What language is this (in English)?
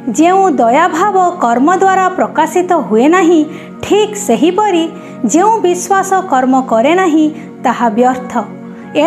Odia